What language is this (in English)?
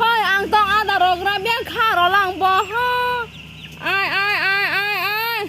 Kok Borok